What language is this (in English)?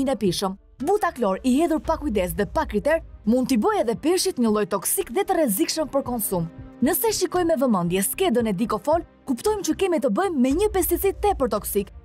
Albanian